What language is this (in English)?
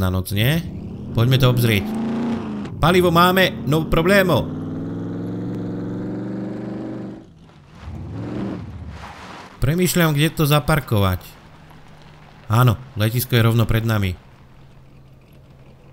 Slovak